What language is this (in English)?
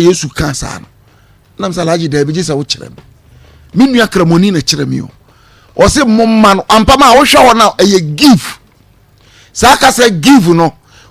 Akan